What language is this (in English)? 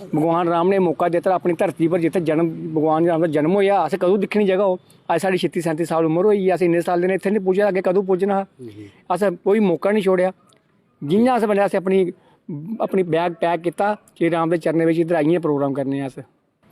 Dogri